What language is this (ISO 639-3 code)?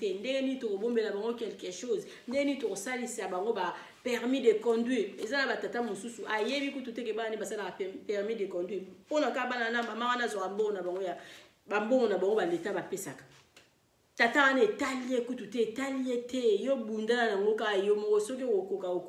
lin